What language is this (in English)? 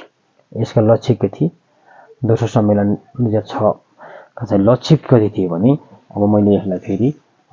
Nepali